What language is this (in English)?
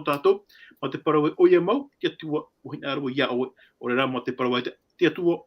Tahitian